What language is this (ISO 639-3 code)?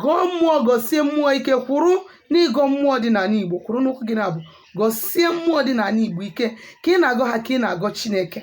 ibo